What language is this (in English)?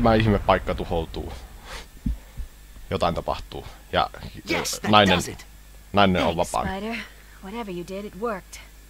Finnish